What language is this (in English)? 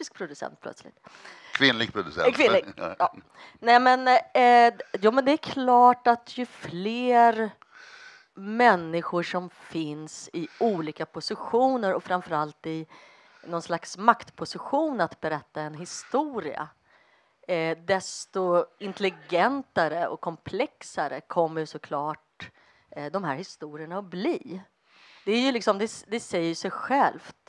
Swedish